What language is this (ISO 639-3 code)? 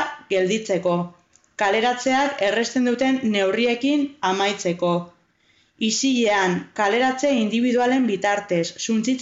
eus